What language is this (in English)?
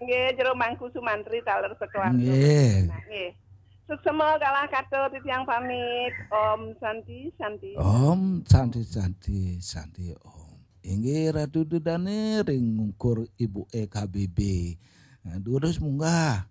Balinese